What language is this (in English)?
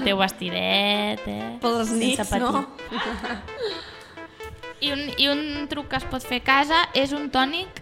Catalan